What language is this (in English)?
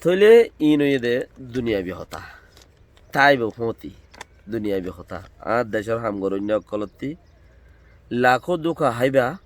Rohingya